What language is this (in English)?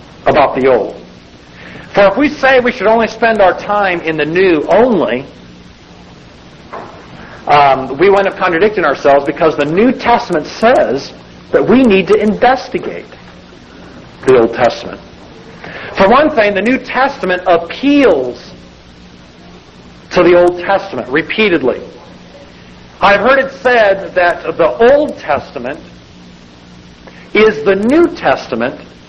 English